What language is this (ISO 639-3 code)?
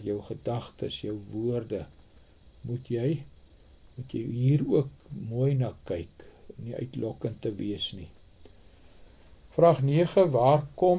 afr